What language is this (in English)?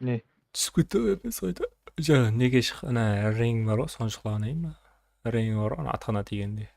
Kara-Kalpak